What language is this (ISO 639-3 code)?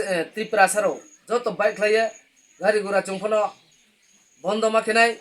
ria